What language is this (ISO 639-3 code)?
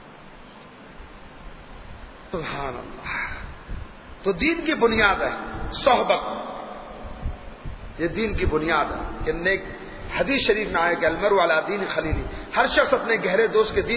urd